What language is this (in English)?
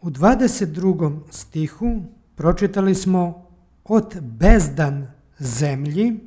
Serbian